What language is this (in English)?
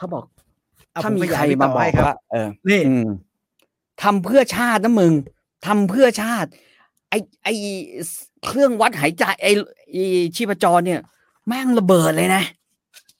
Thai